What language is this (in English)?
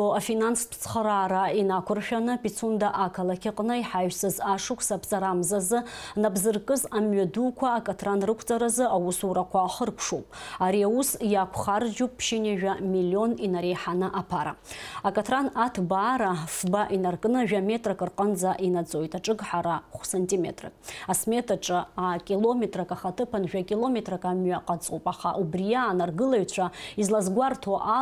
Abkhazian